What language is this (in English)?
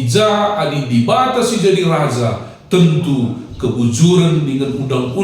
Batak Karo